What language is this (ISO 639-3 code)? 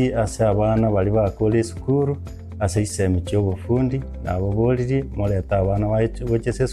guz